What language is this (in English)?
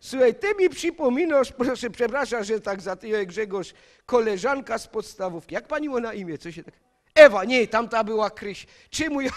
Silesian